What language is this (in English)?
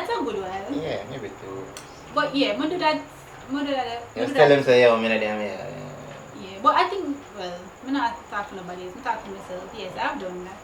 Jamaican Creole English